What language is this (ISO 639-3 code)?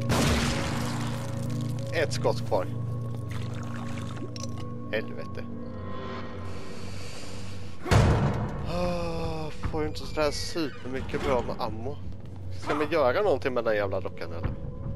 swe